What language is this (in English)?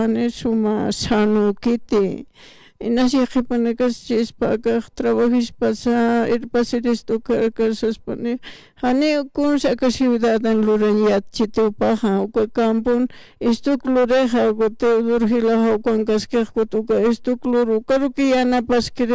Aymara